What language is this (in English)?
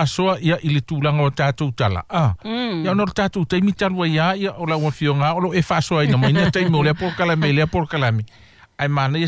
Samoan